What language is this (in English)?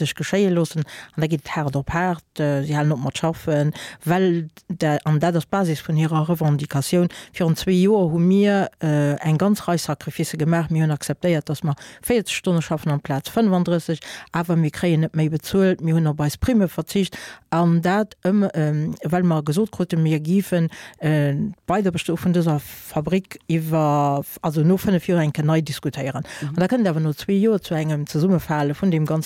Luxembourgish